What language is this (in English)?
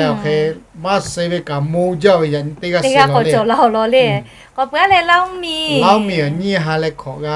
Lahu